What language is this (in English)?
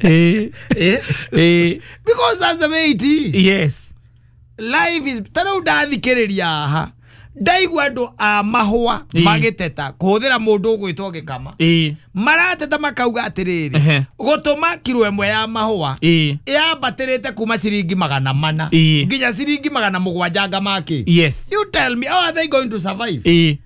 Kikuyu